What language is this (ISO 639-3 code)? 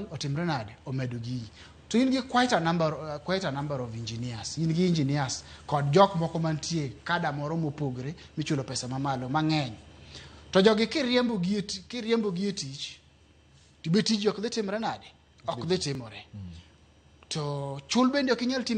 luo